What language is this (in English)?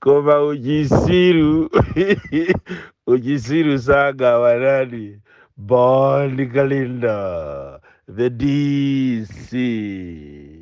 Nyanja